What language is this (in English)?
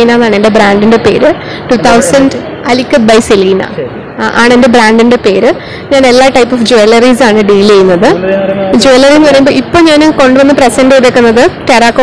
Malayalam